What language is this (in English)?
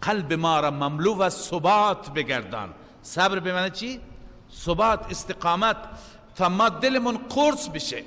Persian